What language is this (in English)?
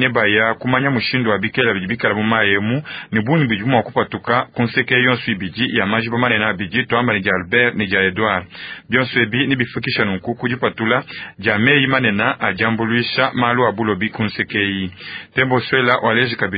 Luba-Lulua